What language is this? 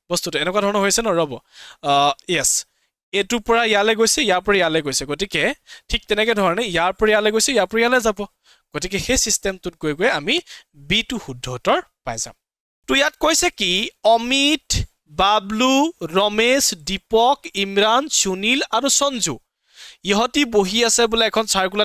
Assamese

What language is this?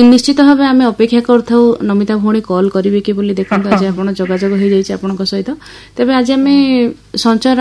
Odia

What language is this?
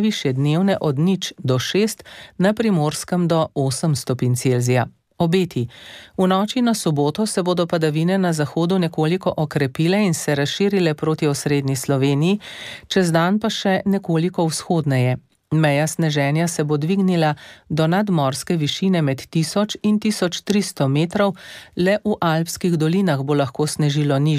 Slovenian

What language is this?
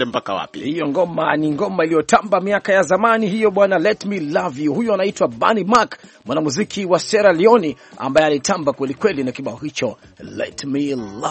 Swahili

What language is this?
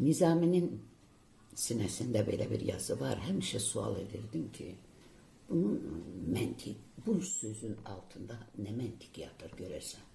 Azerbaijani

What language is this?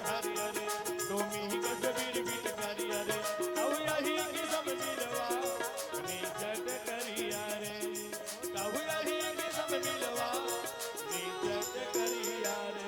Chhattisgarhi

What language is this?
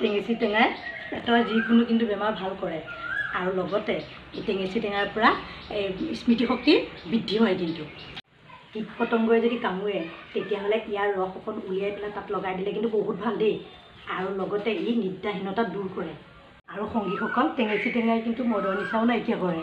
Assamese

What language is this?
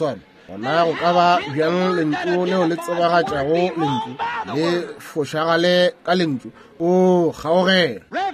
Northern Sotho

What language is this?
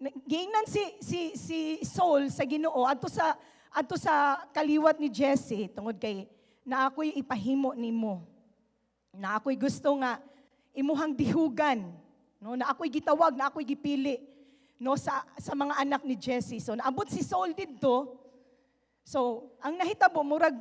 Cebuano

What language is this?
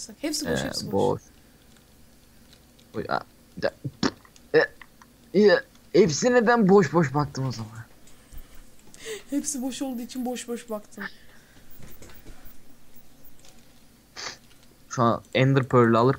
Turkish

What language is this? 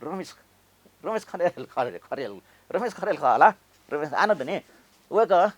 Newari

